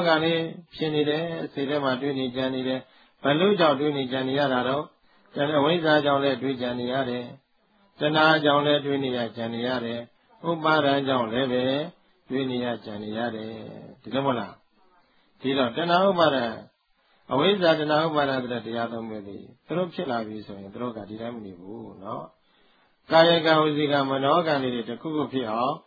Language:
Burmese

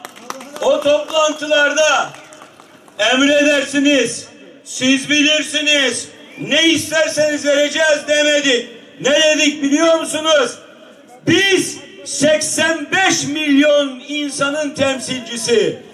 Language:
Turkish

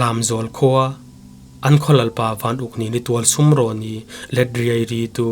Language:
Falam Chin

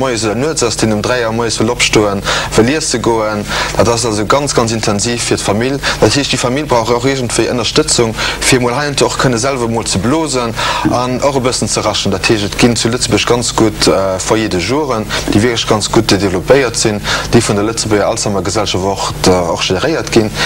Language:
Luxembourgish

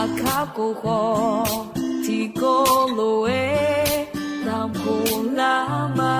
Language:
Akha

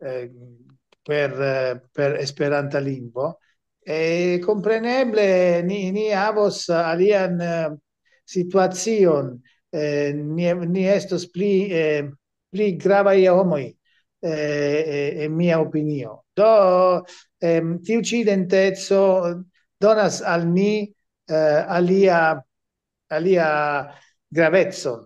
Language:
Esperanto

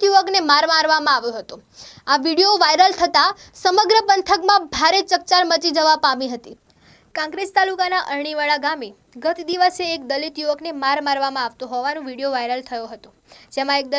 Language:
Gujarati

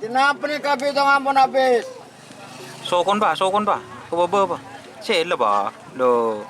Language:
Madurese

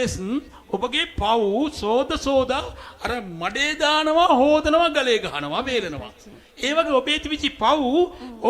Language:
Sinhala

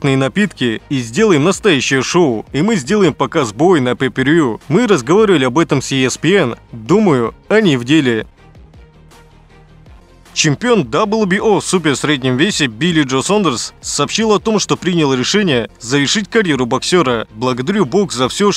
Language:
Russian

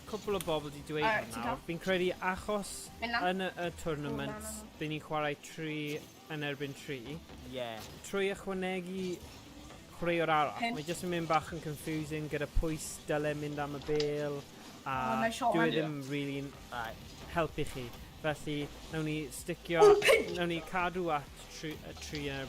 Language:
Welsh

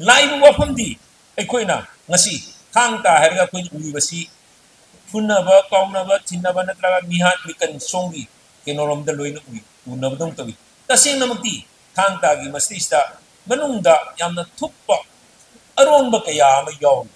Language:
Manipuri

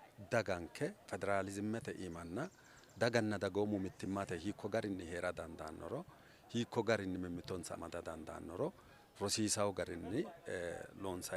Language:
Sidamo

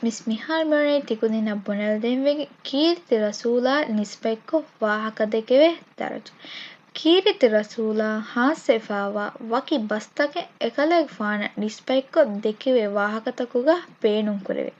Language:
Divehi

